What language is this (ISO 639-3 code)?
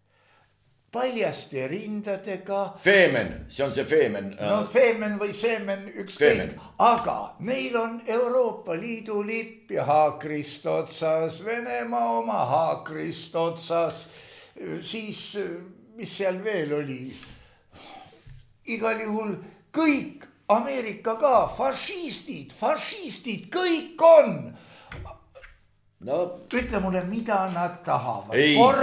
est